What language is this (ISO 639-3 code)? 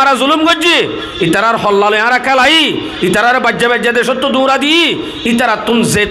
rhg